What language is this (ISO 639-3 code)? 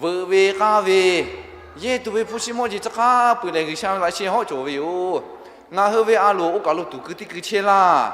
lhu